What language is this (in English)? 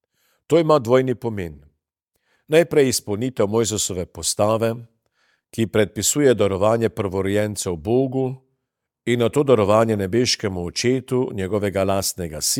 Slovenian